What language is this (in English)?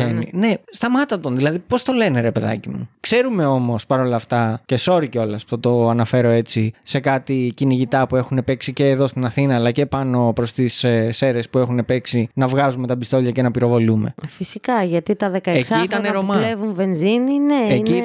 Greek